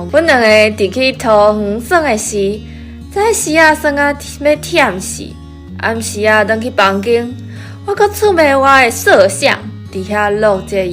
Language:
Min Nan Chinese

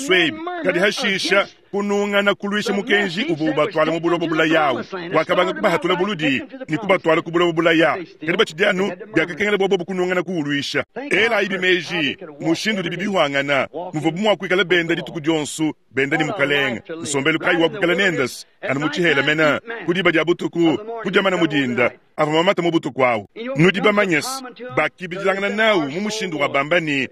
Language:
Luba-Lulua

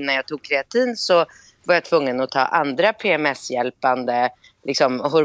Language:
Swedish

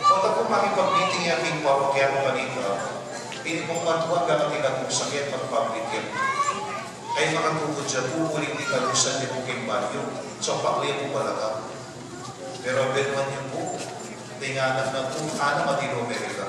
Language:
Pampanga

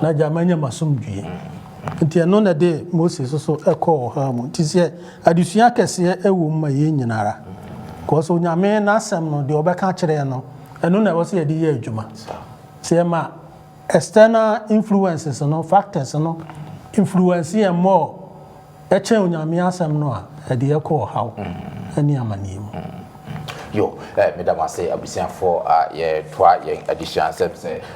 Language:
Akan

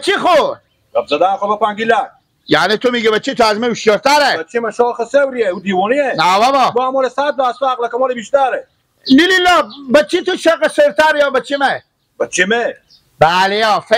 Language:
Persian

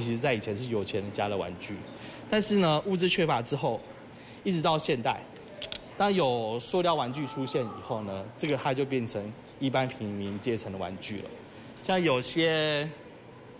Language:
Chinese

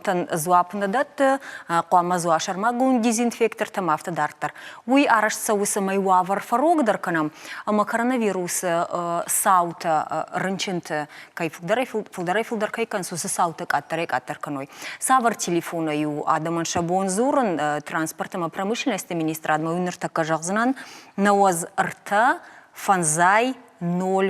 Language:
Ossetic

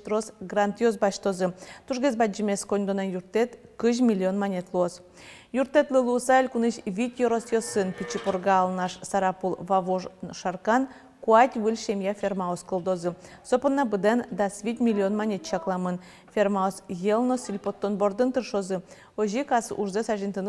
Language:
Udmurt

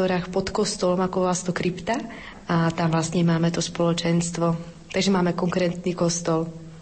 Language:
Slovak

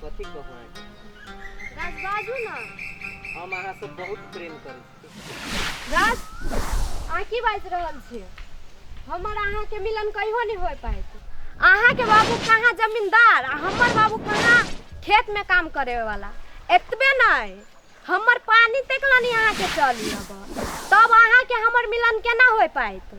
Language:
Maithili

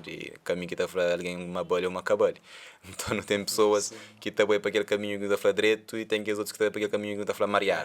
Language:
Kabuverdianu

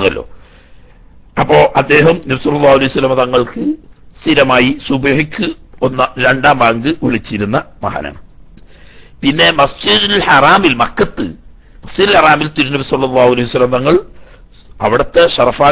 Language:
Malayalam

